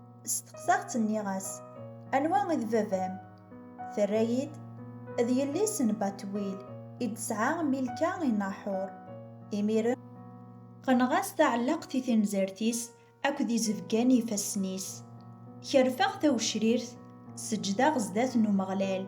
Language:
Kabyle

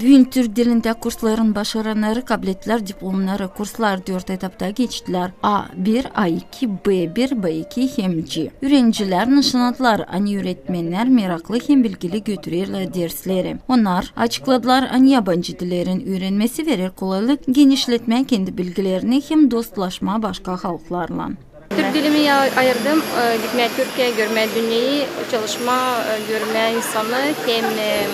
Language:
Gagauz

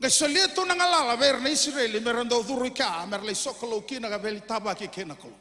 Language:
Fijian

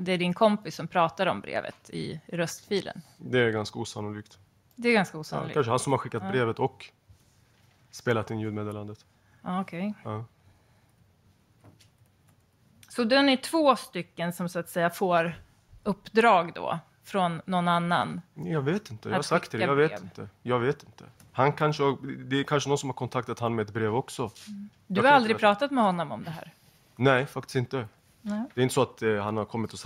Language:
Swedish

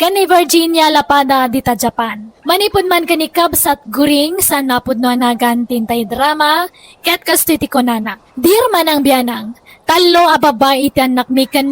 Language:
Iloko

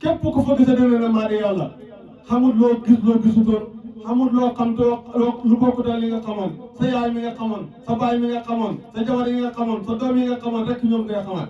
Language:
Wolof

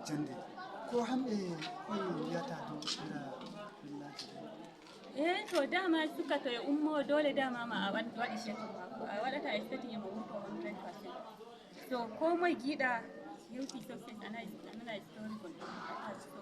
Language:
Nigerian Fulfulde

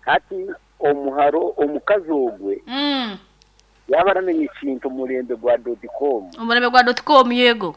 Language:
Nyoro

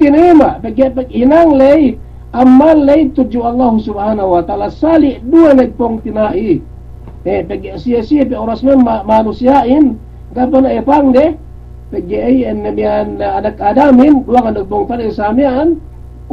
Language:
Yakan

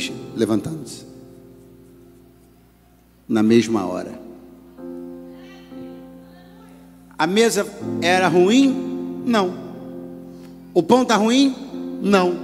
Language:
Portuguese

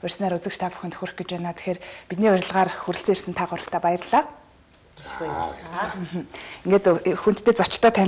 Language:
Mongolian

